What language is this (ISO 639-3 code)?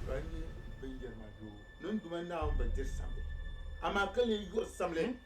dag